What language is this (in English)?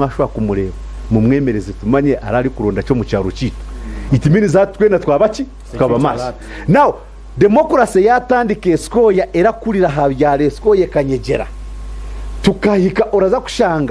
Nyankole